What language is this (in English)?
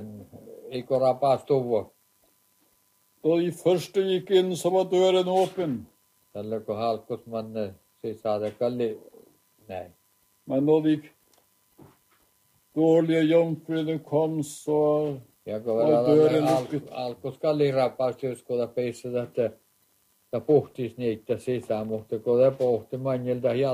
Norwegian